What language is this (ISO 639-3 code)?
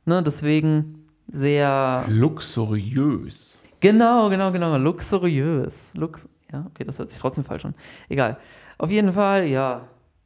deu